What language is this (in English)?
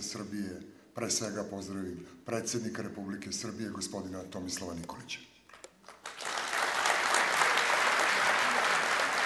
Serbian